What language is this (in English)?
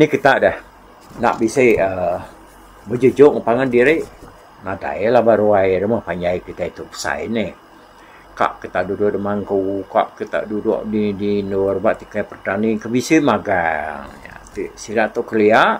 Iban